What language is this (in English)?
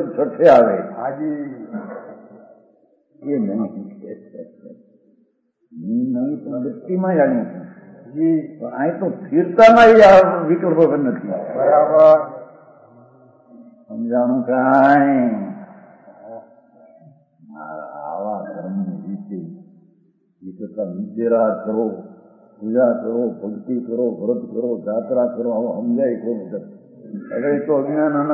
Gujarati